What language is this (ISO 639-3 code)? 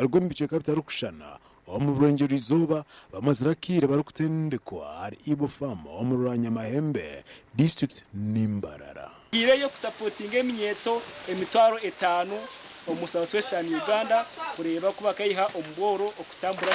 nyn